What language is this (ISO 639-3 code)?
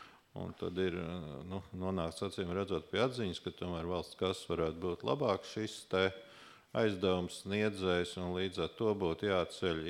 lav